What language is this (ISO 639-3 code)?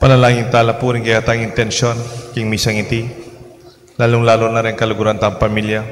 pam